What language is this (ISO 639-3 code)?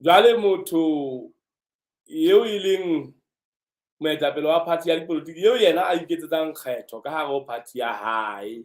sot